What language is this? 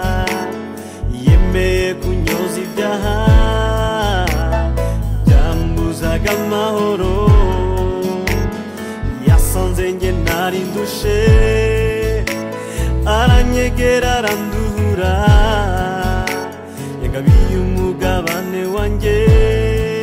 Kinyarwanda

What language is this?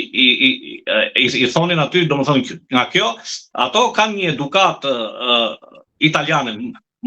Albanian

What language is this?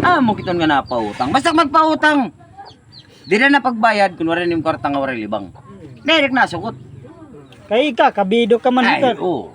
Waray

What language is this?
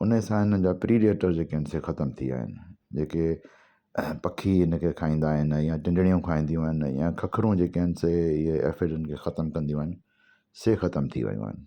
Sindhi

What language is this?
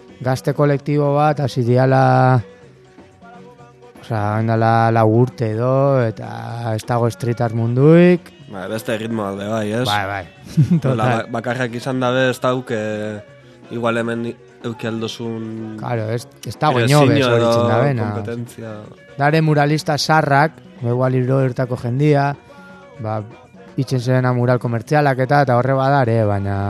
Basque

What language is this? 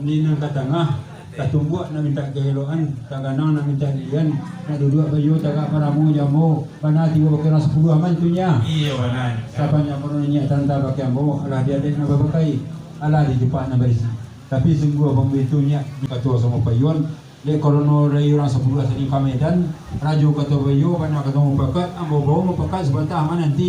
Minangkabau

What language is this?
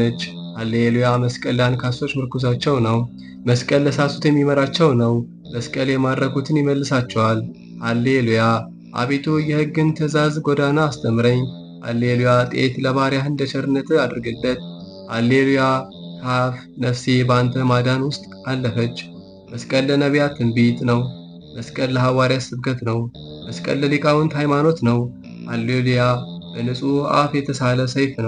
Amharic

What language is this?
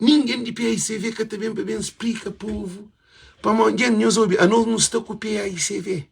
Kabuverdianu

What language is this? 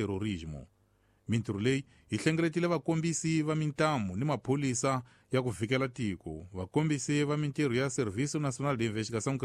Tsonga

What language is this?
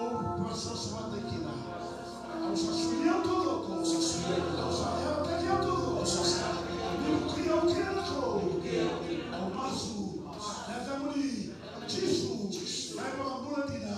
Fijian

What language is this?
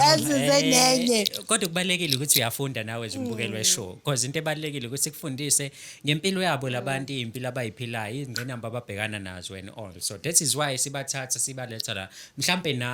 Zulu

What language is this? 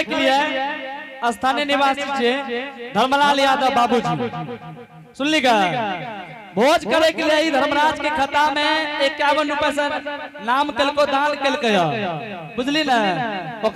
Angika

